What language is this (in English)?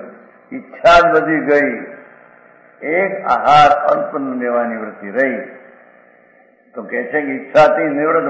Gujarati